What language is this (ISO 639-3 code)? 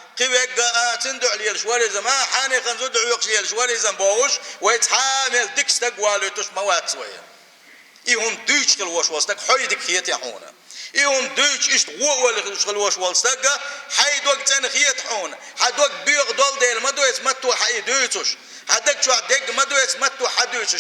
che